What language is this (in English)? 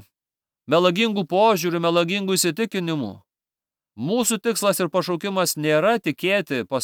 Lithuanian